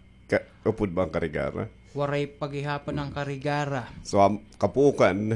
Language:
Waray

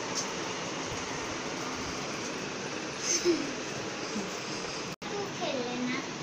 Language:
Hindi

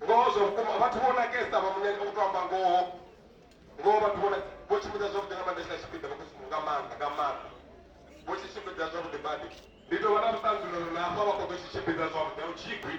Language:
Venda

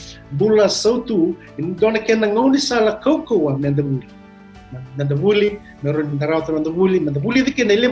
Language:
Fijian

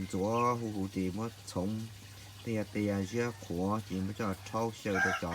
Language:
Hmong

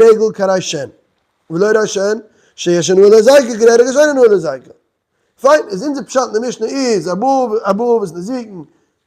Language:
Yiddish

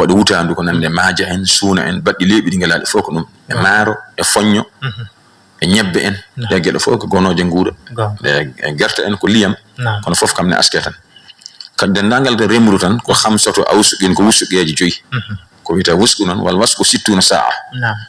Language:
Fula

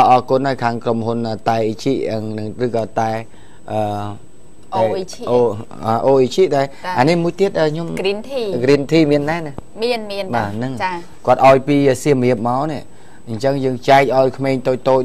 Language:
Khmer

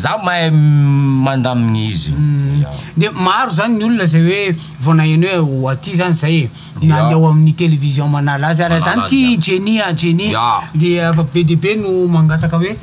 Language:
Malagasy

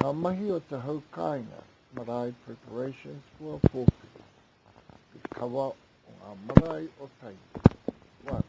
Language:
Māori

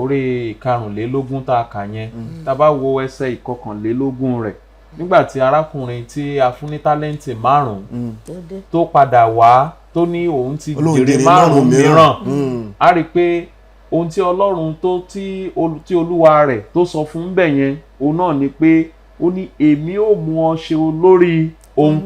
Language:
Yoruba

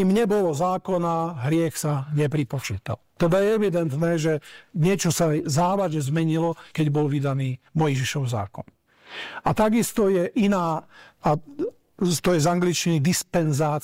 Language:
Slovak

